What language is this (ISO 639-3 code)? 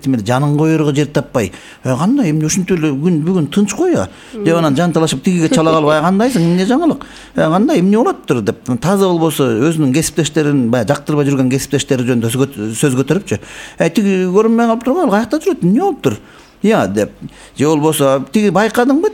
kir